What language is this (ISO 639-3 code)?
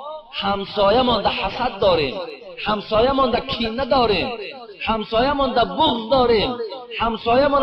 tgk